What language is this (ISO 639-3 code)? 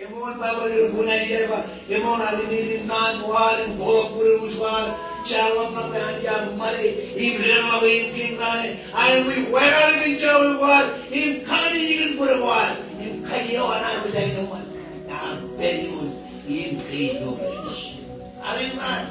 mah